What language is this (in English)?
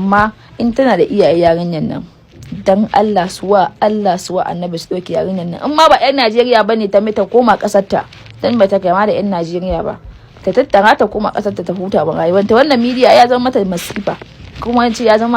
Hausa